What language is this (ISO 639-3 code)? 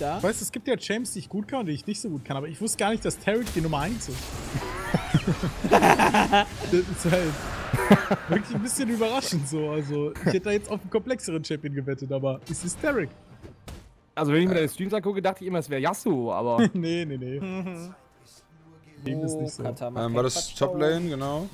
deu